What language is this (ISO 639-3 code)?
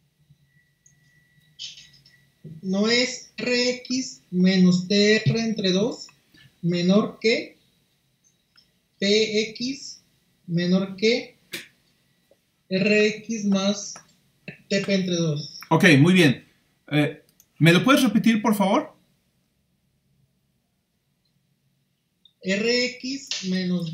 spa